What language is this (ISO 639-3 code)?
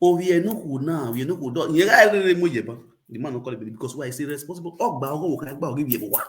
pcm